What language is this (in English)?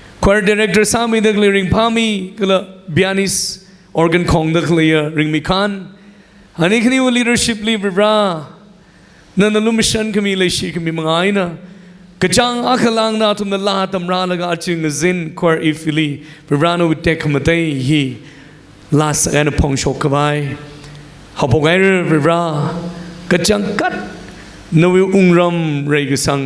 Tangkhul Naga (India)